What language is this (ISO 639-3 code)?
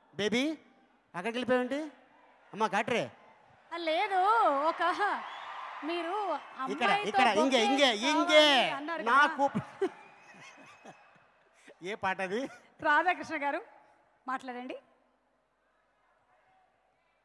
tel